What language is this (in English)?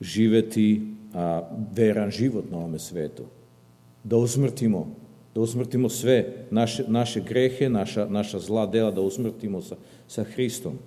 Serbian